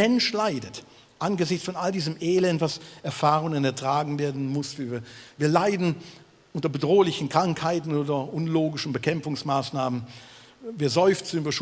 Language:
Swiss German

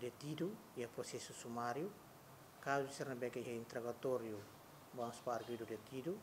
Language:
Tetum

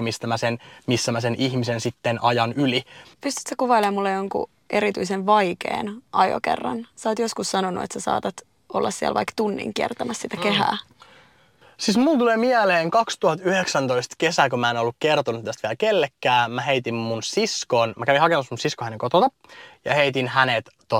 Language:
Finnish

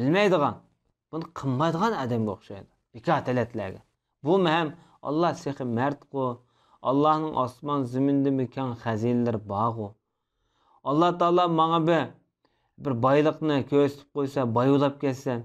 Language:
Uyghur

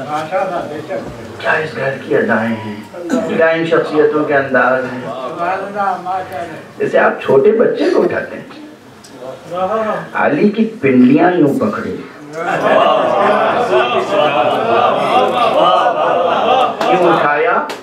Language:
Urdu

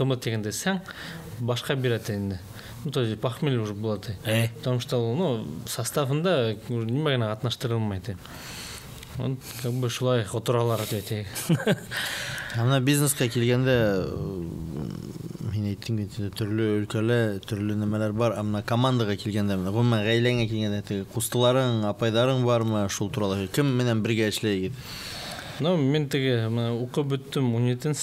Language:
Bashkir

